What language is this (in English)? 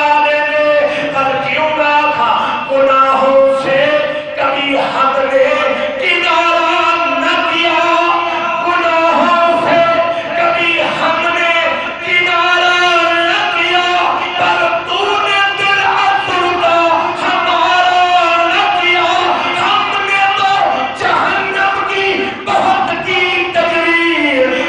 Saraiki